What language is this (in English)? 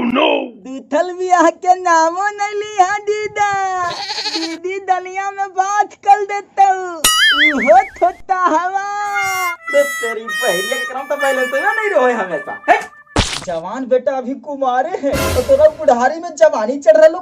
Magahi